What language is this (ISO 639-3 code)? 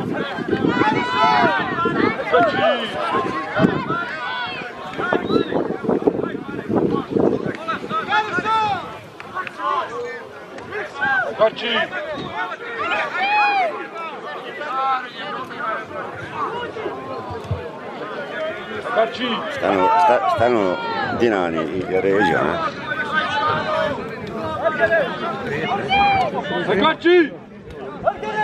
hrv